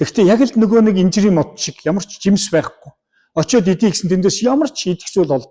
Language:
Mongolian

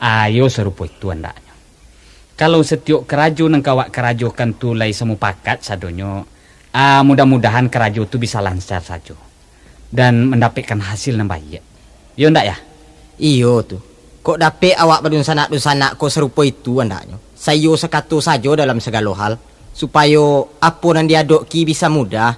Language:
Minangkabau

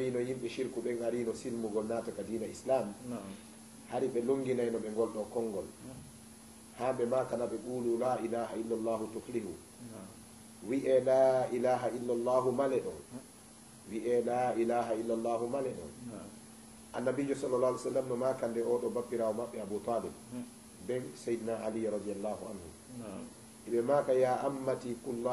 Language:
Fula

